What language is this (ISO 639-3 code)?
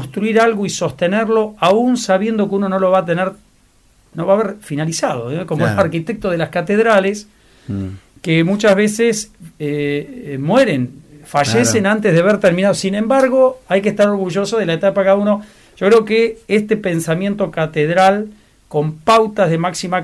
spa